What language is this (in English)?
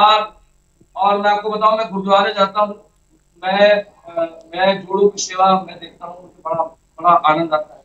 Hindi